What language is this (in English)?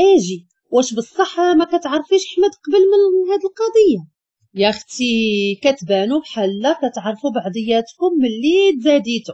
Moroccan Arabic